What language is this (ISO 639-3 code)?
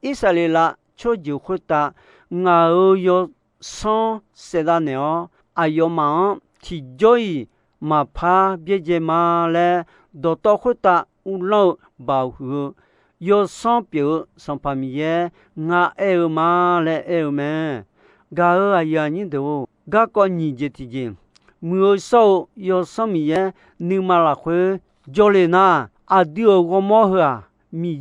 ahk